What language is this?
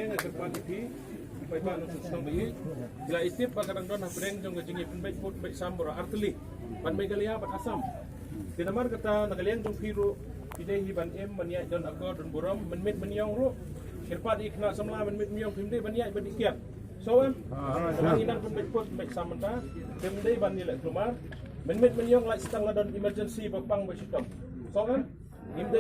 Khasi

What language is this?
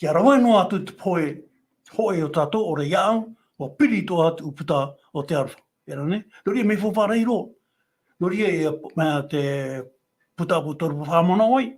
Tahitian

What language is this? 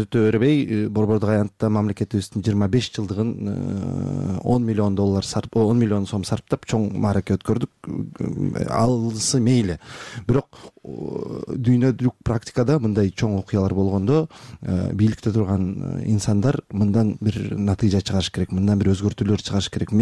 Kyrgyz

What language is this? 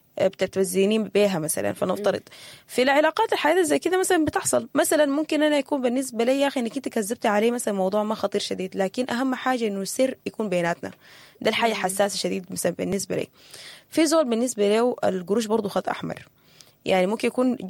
Sudanese Arabic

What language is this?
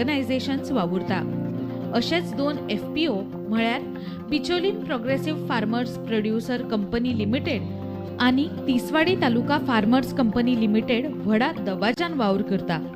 Konkani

